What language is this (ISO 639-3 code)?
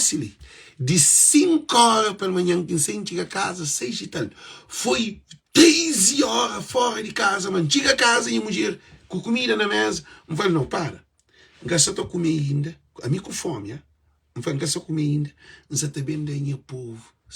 kea